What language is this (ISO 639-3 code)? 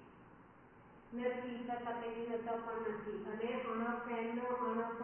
guj